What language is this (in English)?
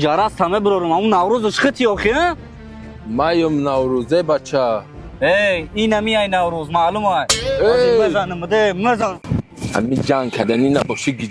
Tajik